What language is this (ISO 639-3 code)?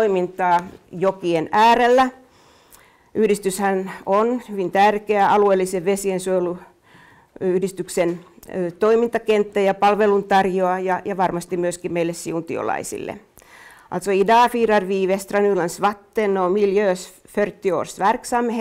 fin